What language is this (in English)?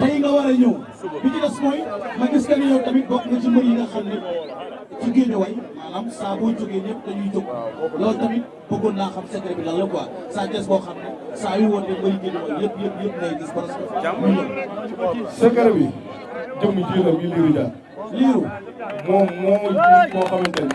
Wolof